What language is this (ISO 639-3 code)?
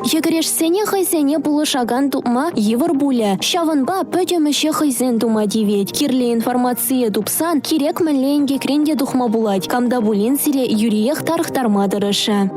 chv